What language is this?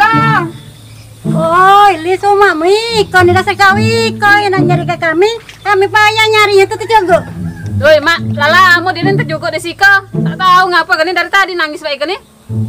Musi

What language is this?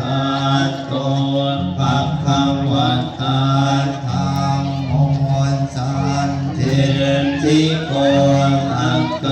Pali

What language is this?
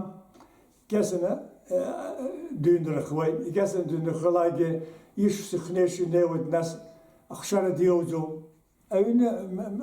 Abkhazian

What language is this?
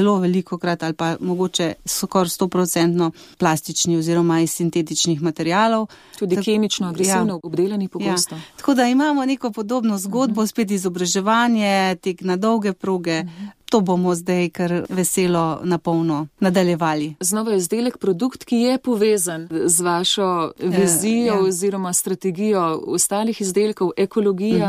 Slovenian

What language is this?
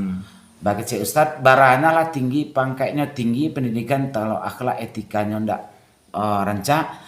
Minangkabau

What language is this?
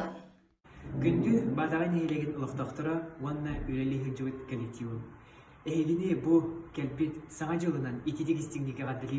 Yakut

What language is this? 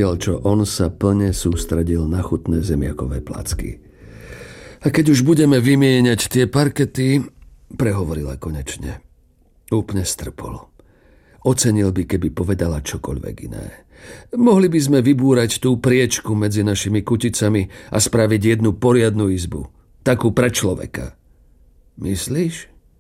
Slovak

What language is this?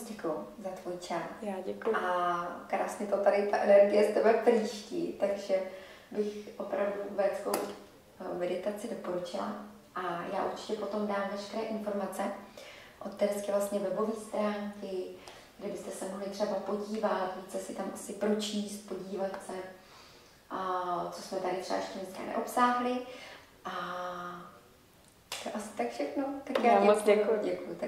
Czech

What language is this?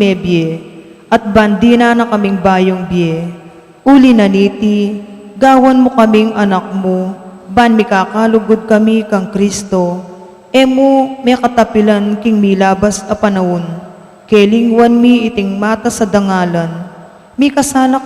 Pampanga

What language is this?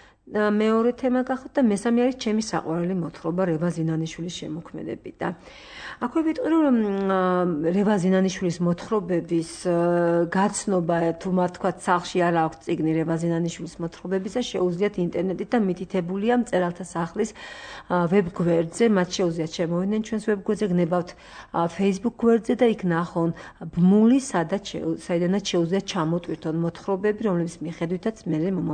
Georgian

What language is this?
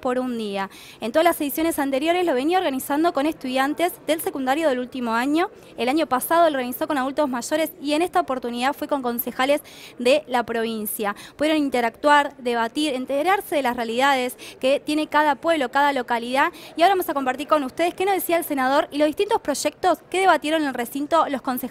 Spanish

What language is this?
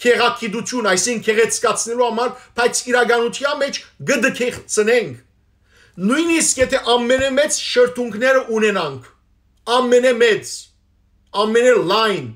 Western Armenian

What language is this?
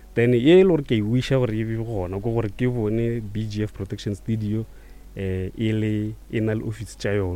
Northern Sotho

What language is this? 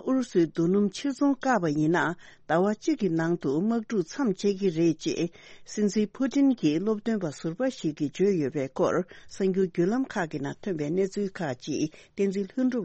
Tibetan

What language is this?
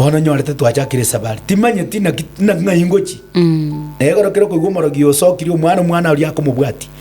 Gusii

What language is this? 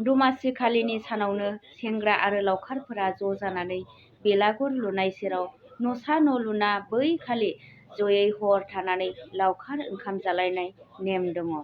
Bodo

